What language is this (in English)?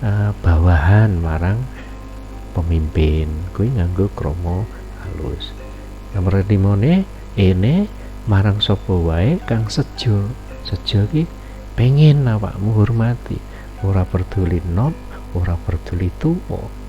Javanese